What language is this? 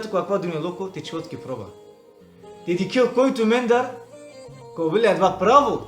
Balkan Romani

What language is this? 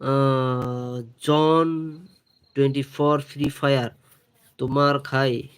Kok Borok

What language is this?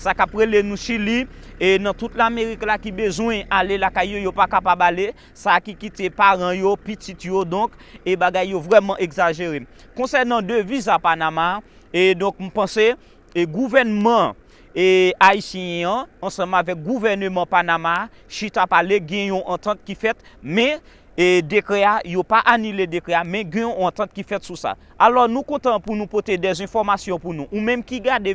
Haitian Creole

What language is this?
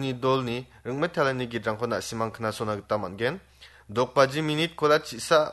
Garo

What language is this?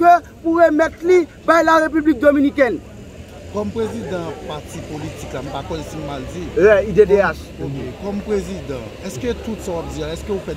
Haitian Creole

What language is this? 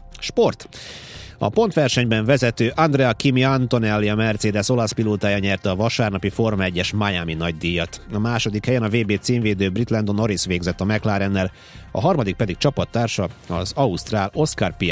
Hungarian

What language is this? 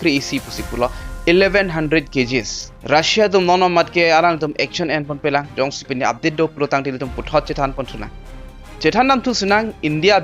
Karbi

